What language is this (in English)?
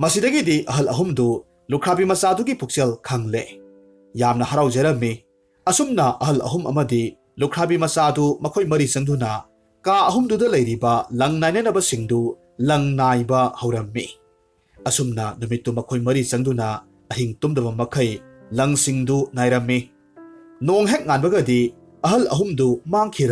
Manipuri